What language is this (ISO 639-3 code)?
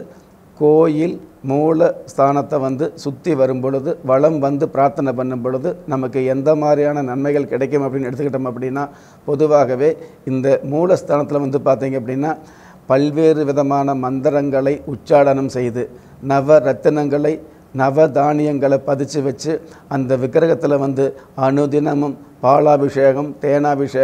tam